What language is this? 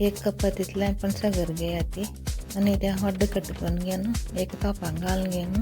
Konkani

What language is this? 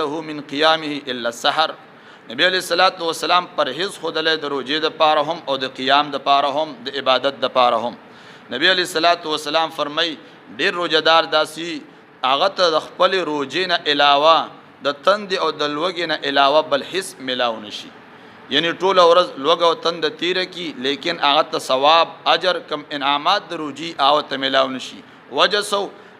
Pashto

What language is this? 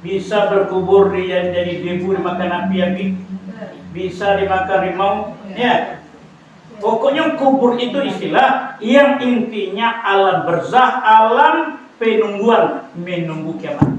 Minangkabau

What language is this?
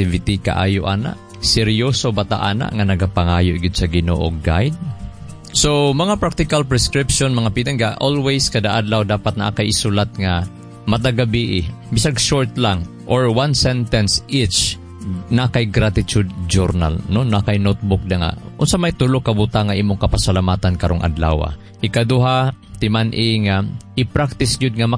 Cebuano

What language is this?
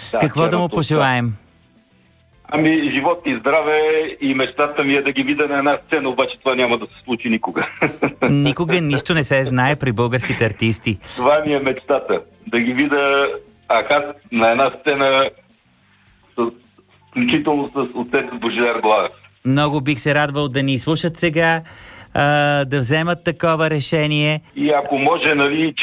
Bulgarian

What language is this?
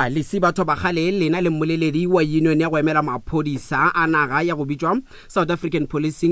Northern Sotho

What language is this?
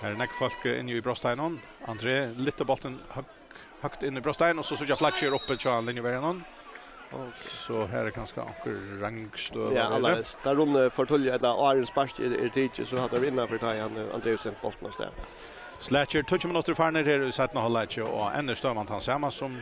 Faroese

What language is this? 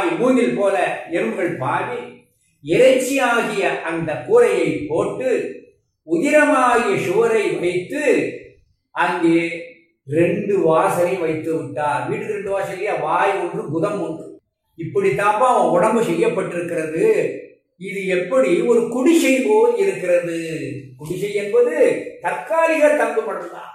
Tamil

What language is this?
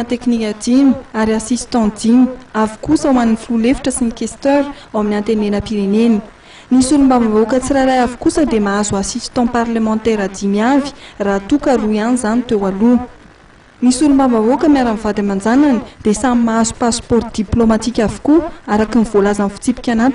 Malagasy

